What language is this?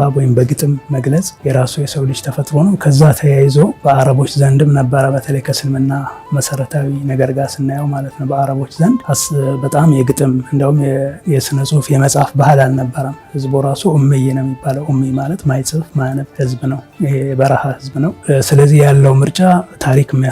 Amharic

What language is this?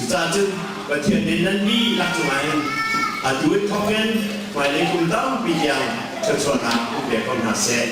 Hakha Chin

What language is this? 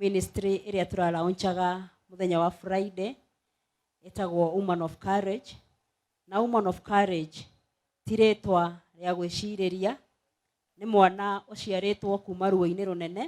Kikuyu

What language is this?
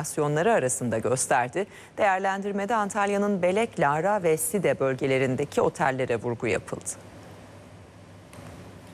Turkish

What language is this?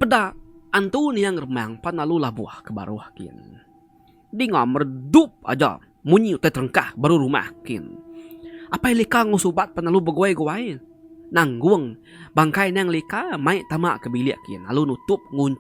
Iban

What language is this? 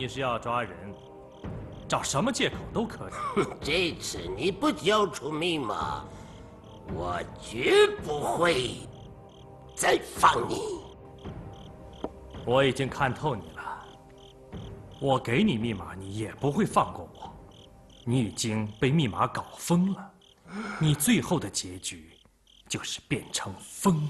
Chinese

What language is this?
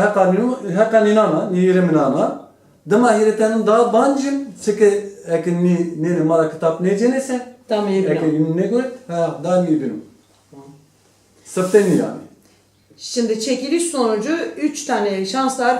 Zaza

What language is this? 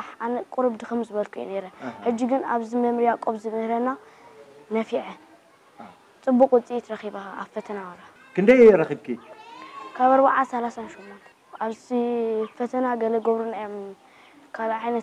Tigrinya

